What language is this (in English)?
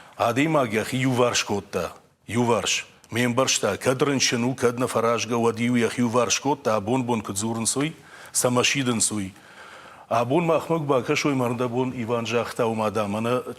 Ossetic